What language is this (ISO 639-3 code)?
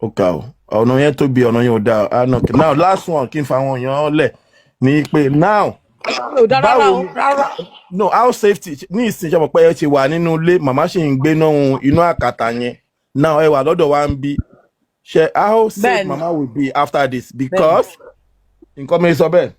yor